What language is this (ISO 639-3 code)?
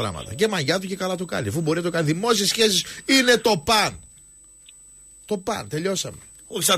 ell